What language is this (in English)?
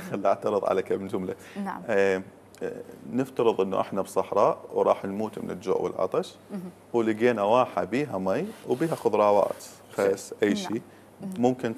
Mesopotamian Arabic